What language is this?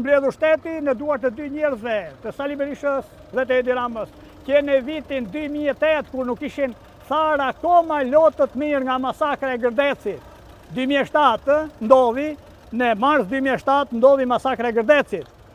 Albanian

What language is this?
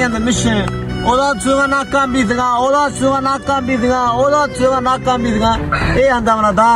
Baluchi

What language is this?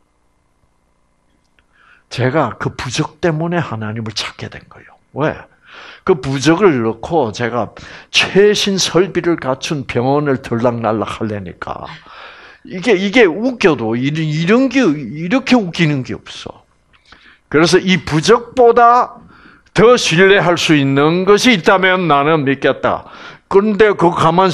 Korean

